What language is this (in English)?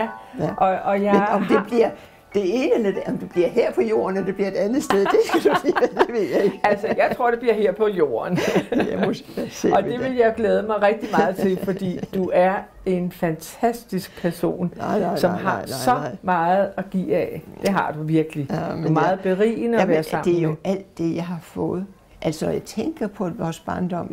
Danish